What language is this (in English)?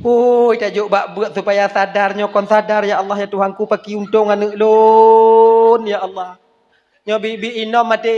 Achinese